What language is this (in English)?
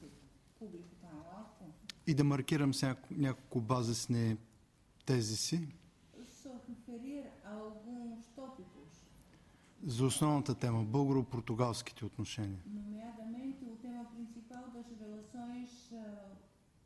Bulgarian